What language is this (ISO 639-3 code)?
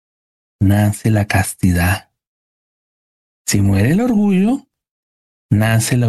spa